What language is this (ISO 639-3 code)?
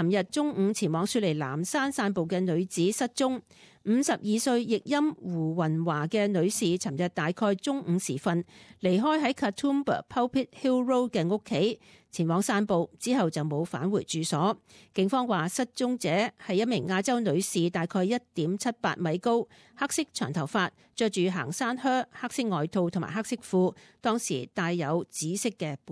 yue